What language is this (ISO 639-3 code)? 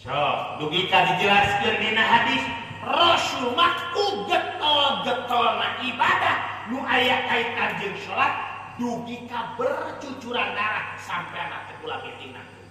sun